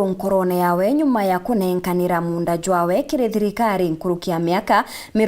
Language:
Meru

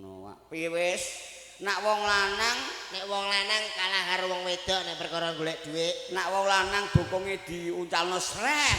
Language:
Javanese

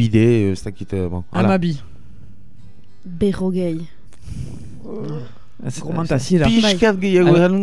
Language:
Basque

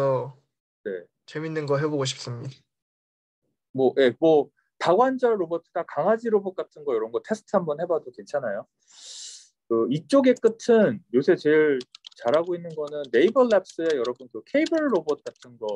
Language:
Korean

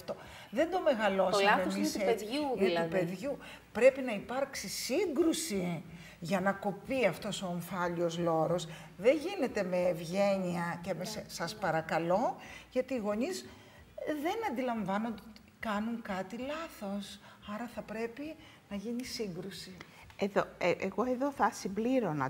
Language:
Greek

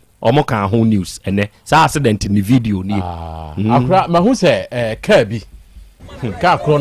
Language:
Akan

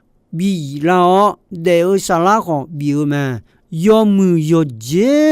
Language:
Akha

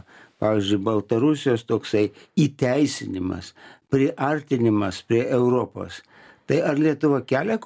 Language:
Lithuanian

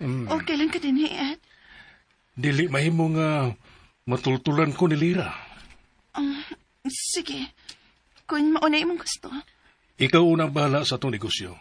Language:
Cebuano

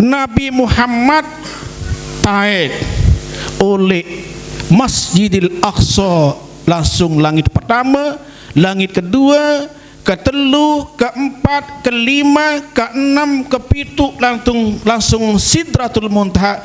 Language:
Sasak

